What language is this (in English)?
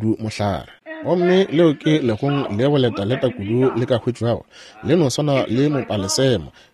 Northern Sotho